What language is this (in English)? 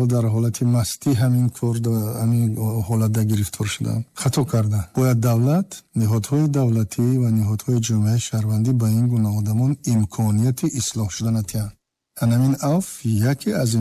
Tajik